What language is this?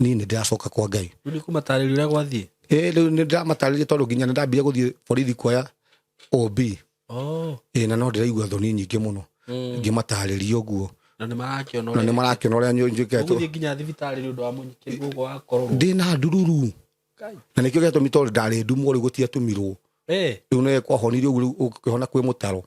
Kikuyu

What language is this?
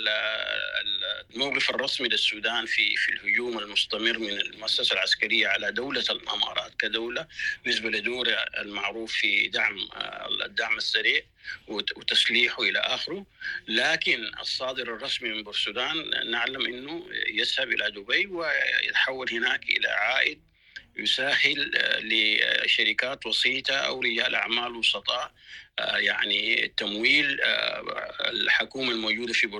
Sudanese Arabic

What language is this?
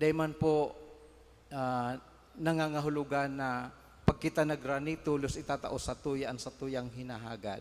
Bikol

